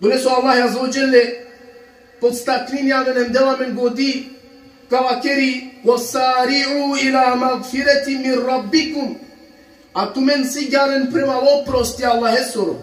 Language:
Balkan Romani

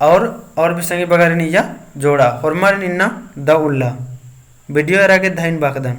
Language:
Kurukh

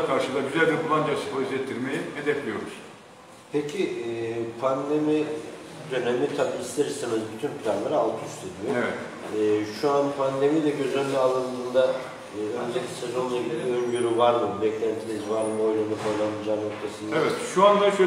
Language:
Turkish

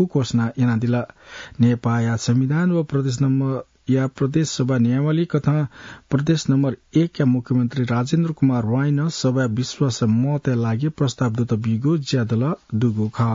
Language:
Newari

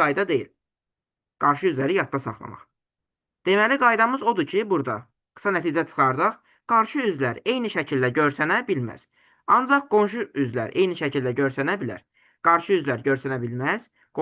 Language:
Azerbaijani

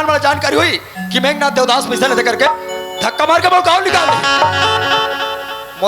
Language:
Chhattisgarhi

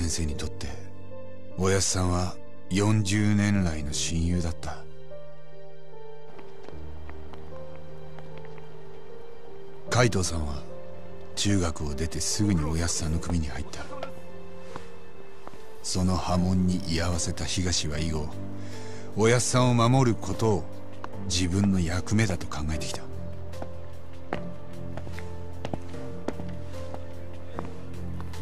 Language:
Japanese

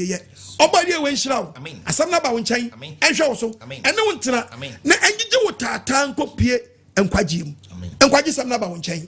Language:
Akan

